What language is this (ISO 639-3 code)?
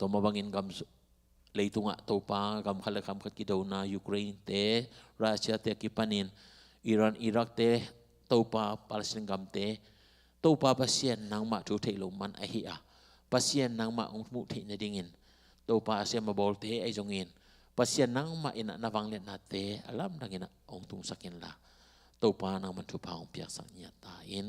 ctd